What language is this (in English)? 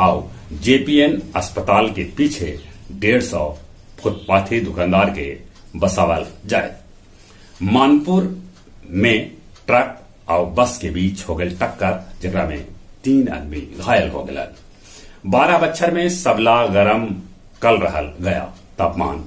Magahi